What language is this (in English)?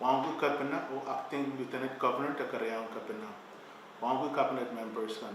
Pohnpeian